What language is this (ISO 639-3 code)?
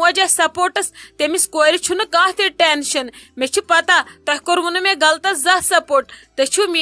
kas